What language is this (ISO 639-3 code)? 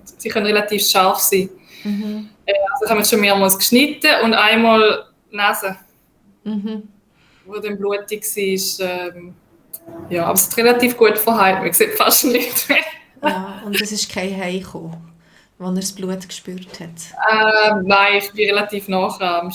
gsw